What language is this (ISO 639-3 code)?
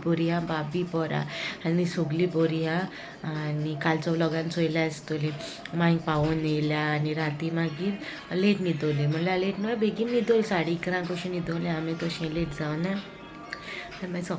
kok